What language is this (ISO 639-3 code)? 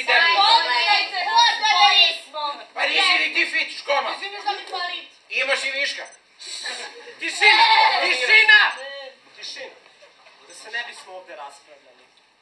srp